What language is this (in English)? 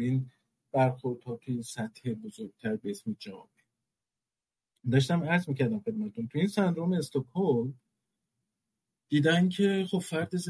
Persian